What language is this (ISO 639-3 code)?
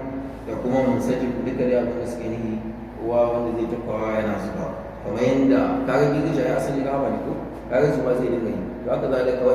hau